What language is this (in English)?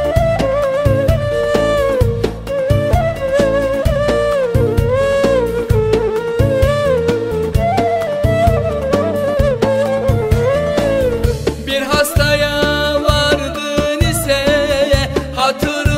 Turkish